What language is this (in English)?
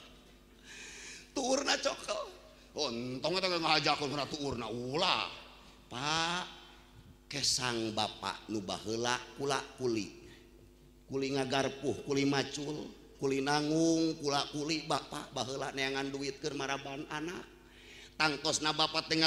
Sundanese